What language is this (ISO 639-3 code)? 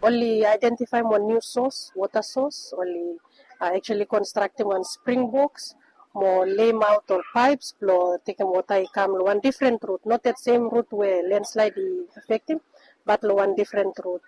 bis